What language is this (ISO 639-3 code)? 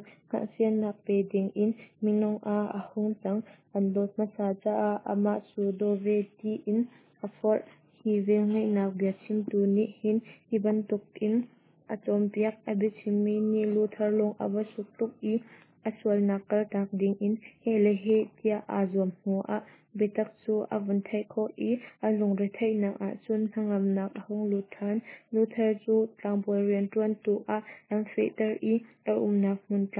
cnh